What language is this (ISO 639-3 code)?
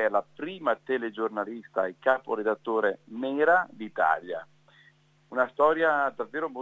ita